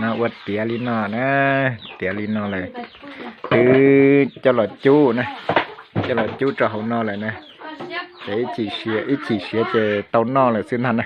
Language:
Hmong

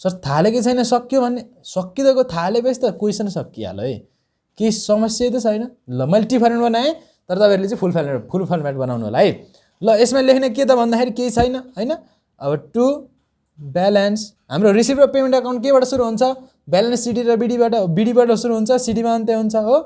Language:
Nepali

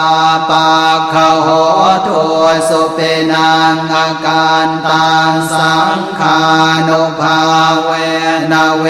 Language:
Pali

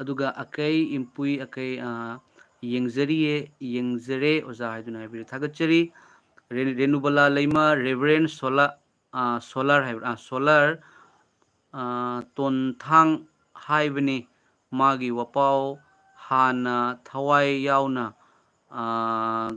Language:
Manipuri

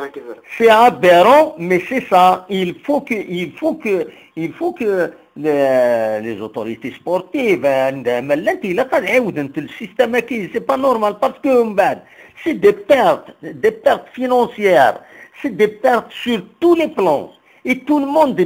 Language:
Kabyle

